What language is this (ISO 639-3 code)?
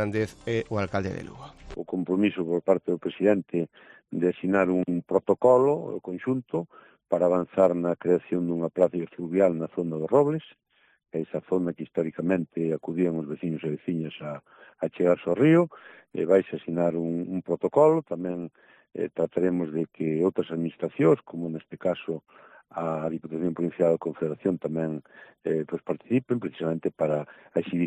glg